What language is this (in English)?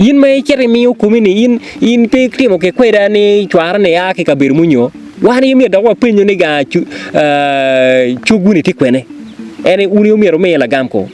Acoli